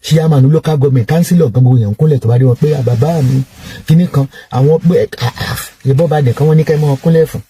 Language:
Yoruba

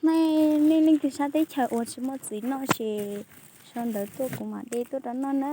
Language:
Hmong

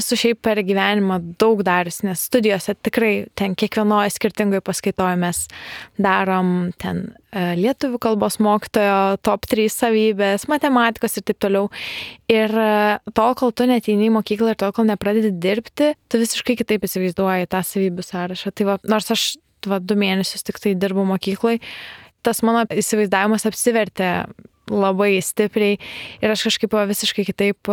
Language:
Lithuanian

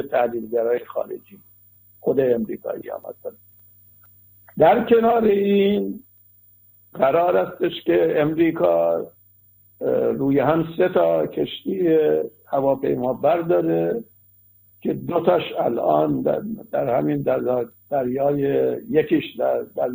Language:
Persian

